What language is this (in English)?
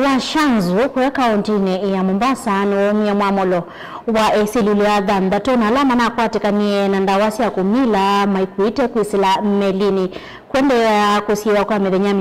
Kamba